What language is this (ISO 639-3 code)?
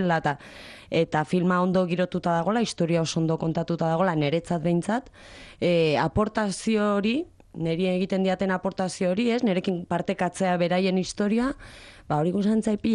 eus